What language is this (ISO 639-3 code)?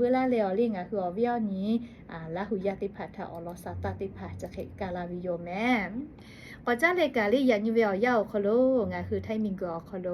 lhu